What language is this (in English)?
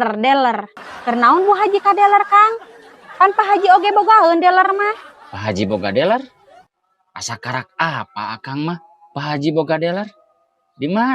Sundanese